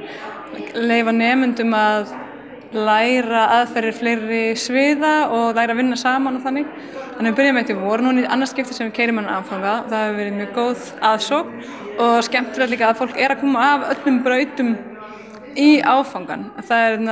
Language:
Icelandic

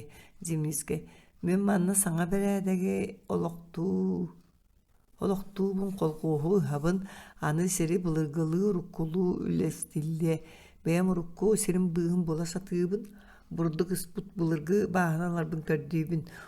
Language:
Yakut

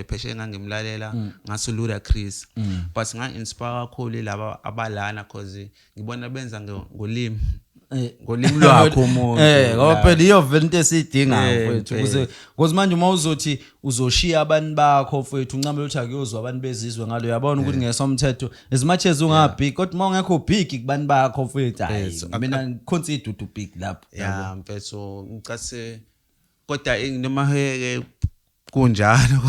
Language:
Zulu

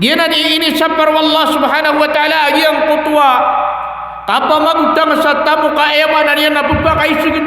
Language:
Maranao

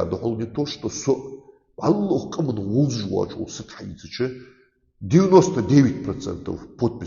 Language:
Ingush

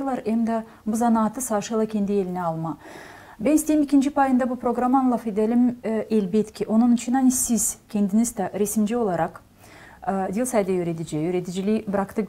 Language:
Gagauz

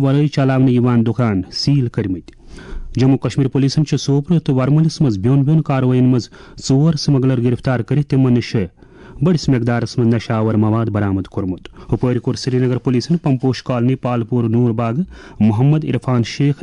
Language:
Kashmiri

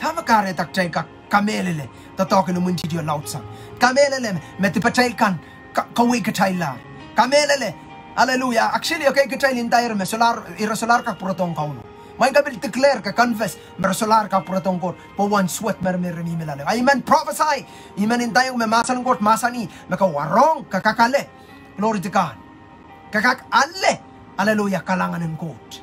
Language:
Pohnpeian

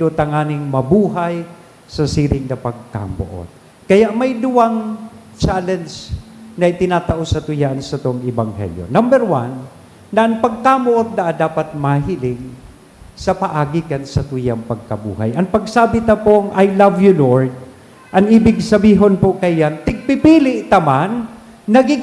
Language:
Bikol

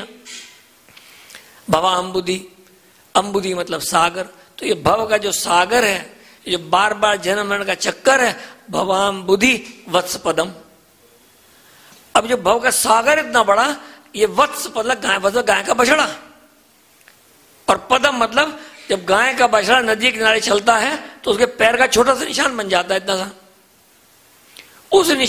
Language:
Hindi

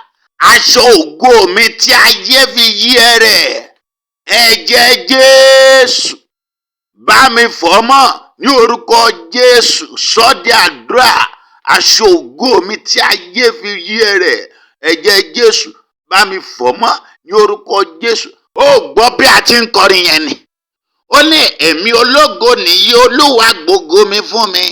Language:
Yoruba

